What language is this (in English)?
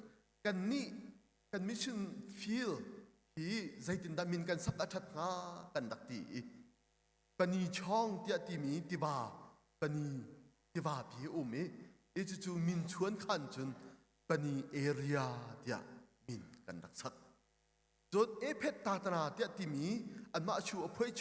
Hakha Chin